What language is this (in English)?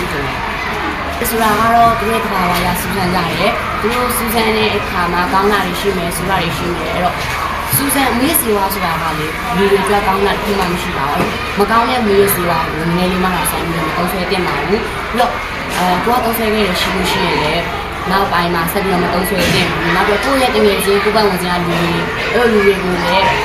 Burmese